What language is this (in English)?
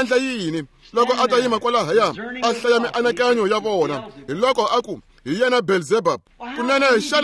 Tsonga